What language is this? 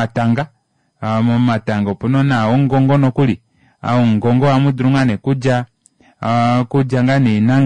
Kuanyama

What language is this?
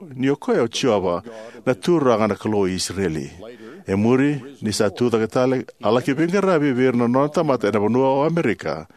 Fijian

